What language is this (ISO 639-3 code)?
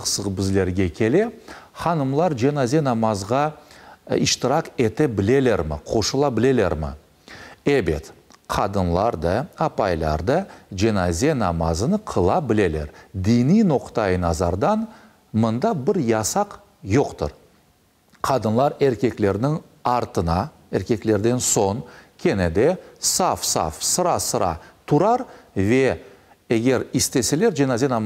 crh